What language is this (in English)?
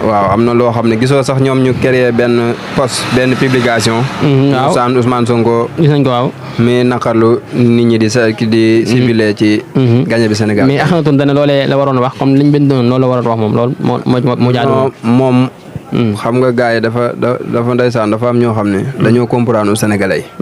Wolof